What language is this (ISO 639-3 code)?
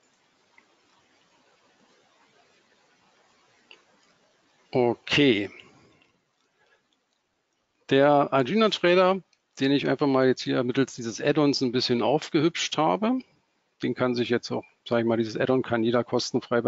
deu